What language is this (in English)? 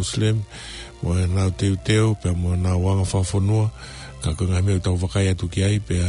Tongan